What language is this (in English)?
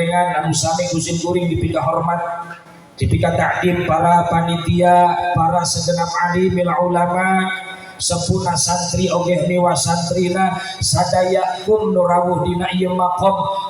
Sundanese